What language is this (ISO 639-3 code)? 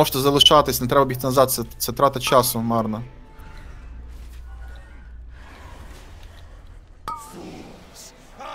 ukr